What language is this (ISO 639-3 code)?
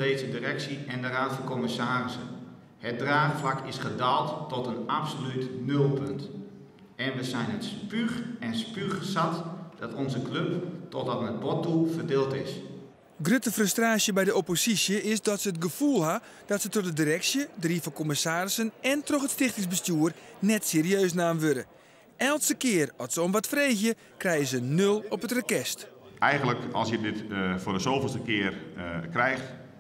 fry